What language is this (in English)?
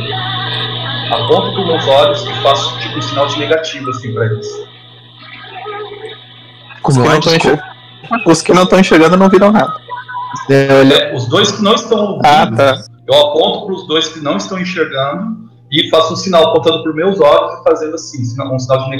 Portuguese